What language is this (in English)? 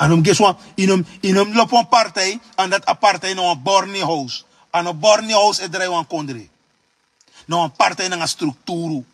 Sranan Tongo